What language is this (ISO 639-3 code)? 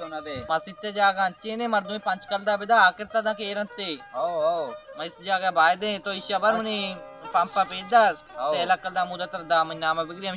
bal